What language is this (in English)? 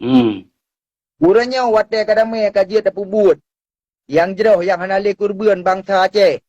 Achinese